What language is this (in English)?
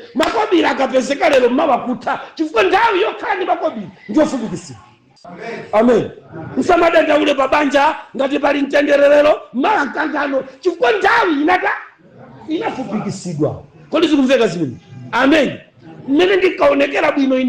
Nyanja